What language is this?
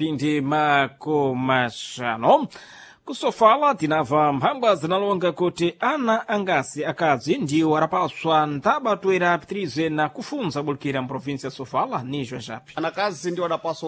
Sena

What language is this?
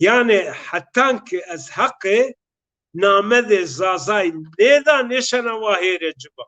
Zaza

